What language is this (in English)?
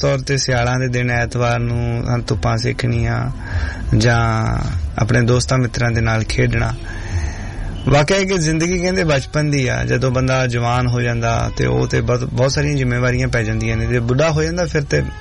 Punjabi